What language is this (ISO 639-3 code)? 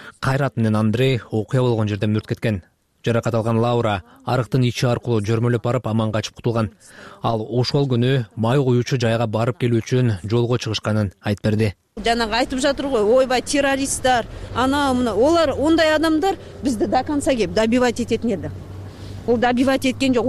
kir